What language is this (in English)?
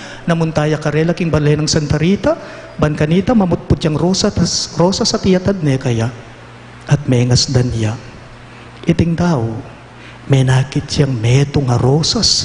Pampanga